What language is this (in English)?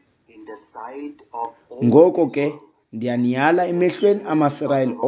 Xhosa